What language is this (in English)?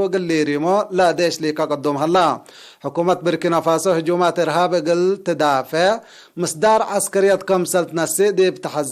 Tigre